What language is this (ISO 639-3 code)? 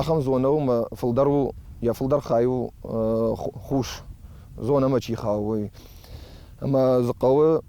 oss